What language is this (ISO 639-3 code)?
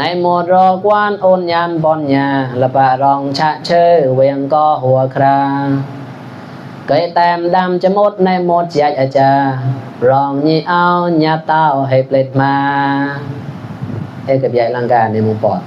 mnw